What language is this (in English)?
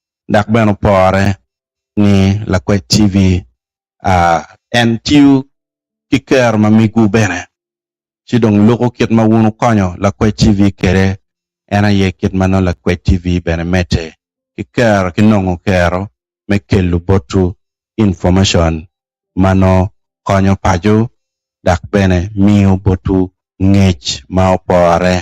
Acoli